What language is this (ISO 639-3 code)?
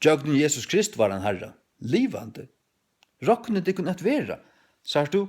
fao